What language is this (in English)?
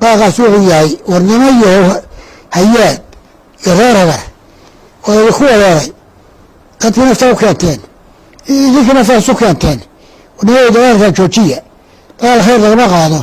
Somali